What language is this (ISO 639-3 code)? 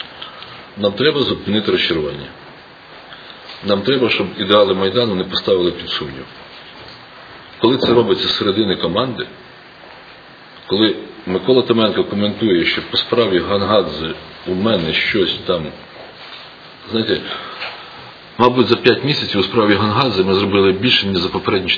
ukr